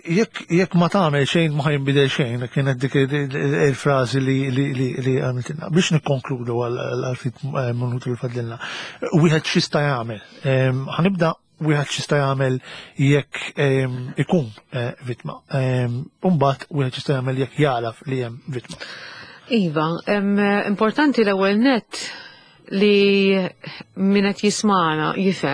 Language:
Maltese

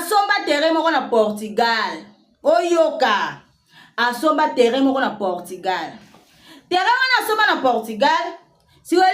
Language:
Lingala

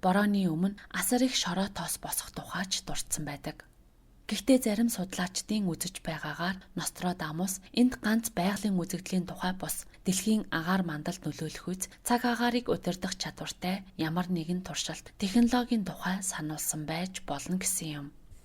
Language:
Mongolian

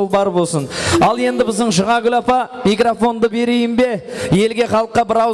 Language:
Kara-Kalpak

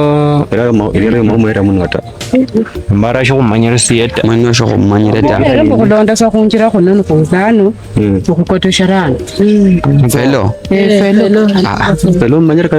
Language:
Luyia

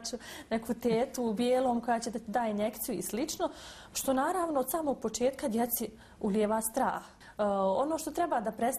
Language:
Bosnian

